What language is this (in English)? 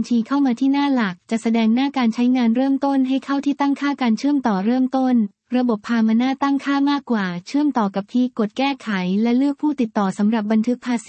Thai